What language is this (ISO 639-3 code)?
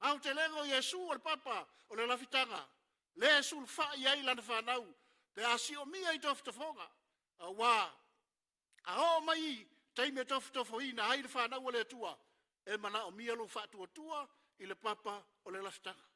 smo